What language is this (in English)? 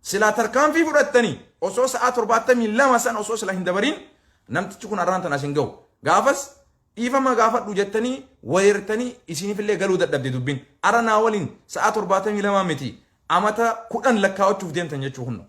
Oromo